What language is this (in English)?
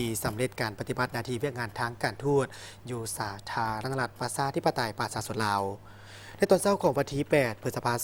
Lao